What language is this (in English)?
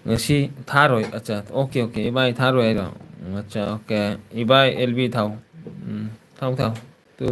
Manipuri